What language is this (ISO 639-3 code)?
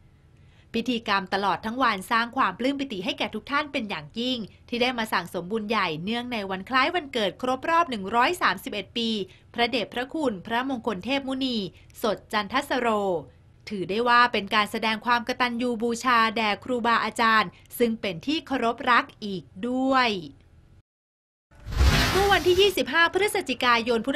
tha